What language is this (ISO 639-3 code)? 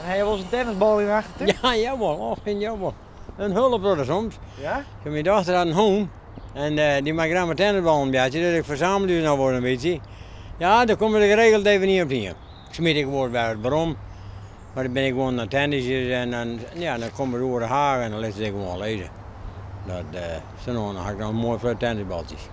fry